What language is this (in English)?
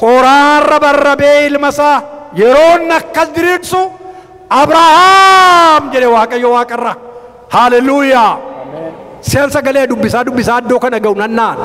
Oromo